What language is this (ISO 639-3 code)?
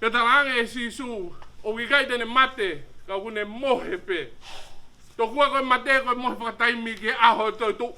ton